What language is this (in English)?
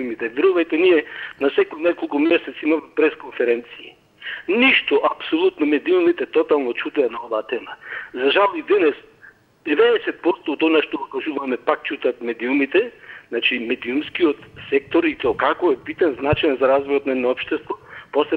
Macedonian